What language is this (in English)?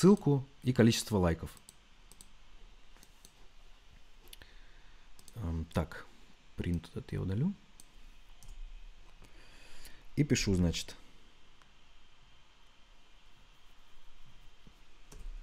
Russian